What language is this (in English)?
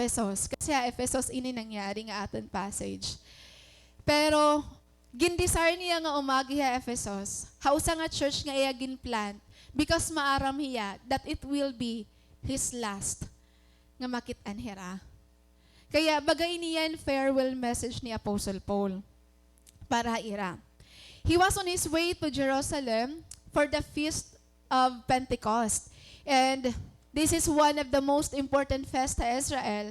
Waray